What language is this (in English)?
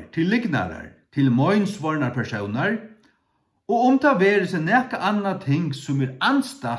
Faroese